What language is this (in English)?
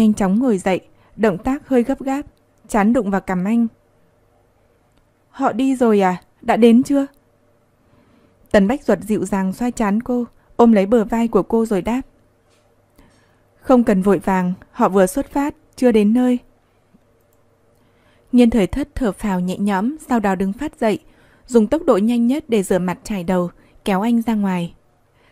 Vietnamese